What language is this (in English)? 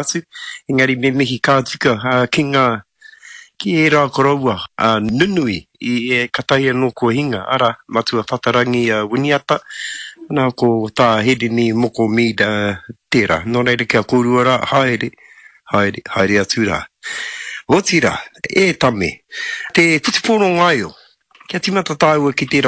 Māori